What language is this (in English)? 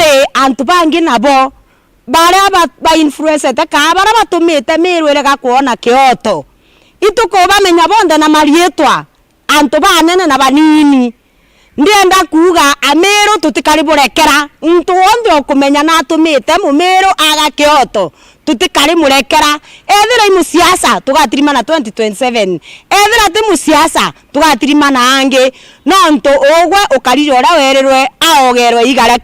Meru